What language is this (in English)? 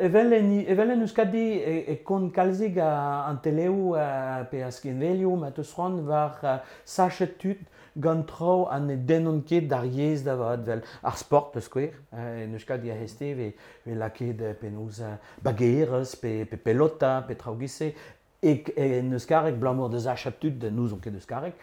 Breton